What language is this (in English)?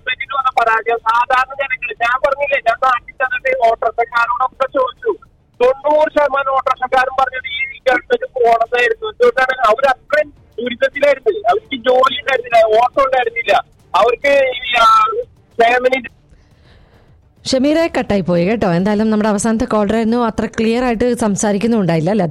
Malayalam